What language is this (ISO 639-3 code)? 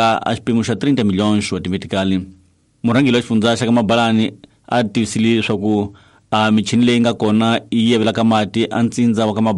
tso